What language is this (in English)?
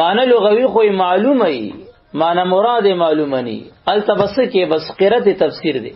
Pashto